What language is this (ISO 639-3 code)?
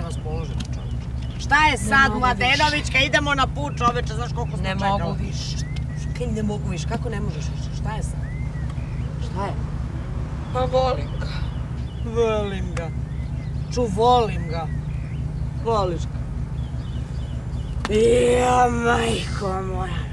srp